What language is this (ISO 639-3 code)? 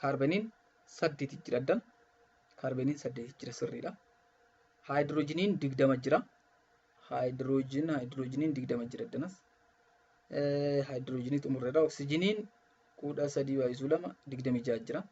orm